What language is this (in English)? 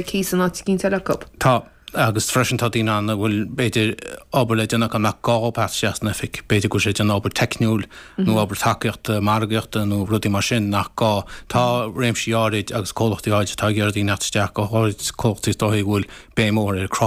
Irish